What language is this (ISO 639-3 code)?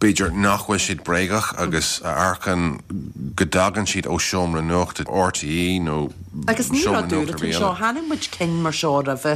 gle